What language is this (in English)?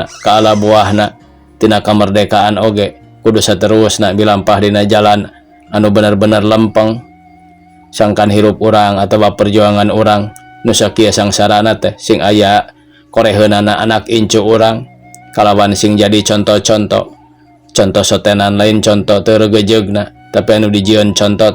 Sundanese